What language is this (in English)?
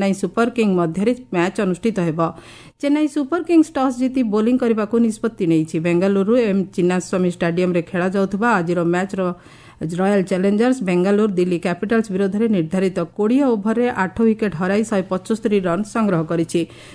Odia